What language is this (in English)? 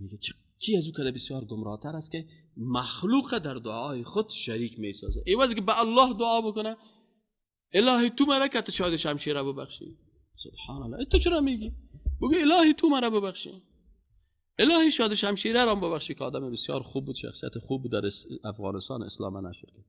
Persian